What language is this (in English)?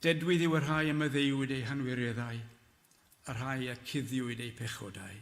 Welsh